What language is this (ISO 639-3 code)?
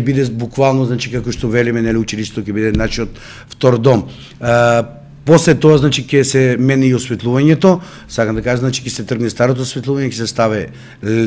mkd